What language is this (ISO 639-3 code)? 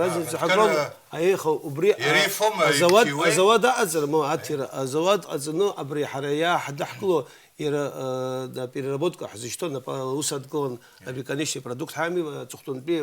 abk